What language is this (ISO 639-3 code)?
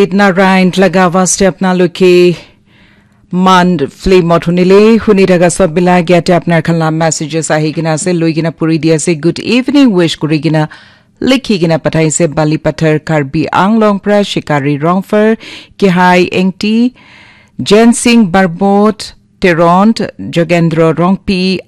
nag